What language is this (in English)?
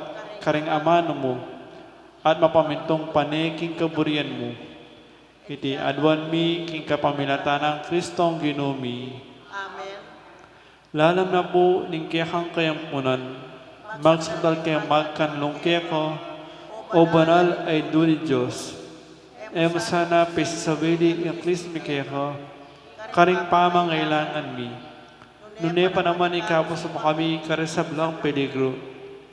Pampanga